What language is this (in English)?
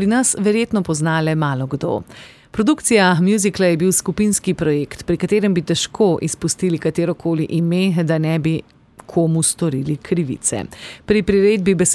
Slovenian